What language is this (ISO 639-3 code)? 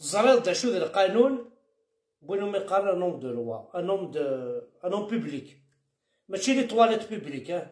kab